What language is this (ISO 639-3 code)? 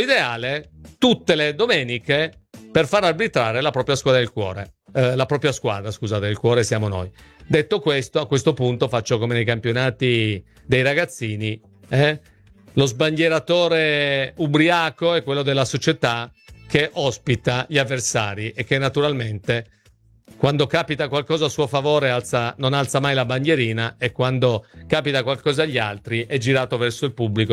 ita